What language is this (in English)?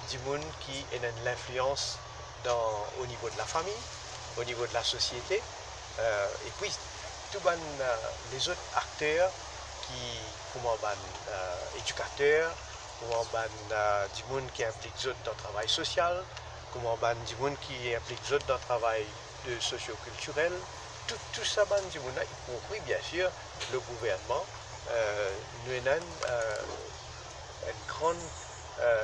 Morisyen